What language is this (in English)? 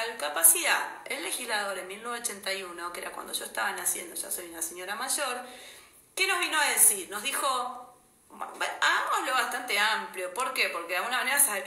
Spanish